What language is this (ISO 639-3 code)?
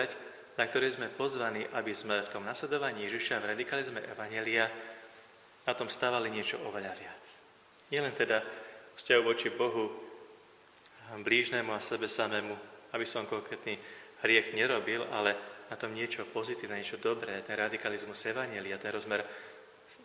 slk